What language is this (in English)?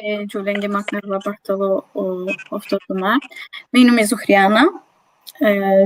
Balkan Romani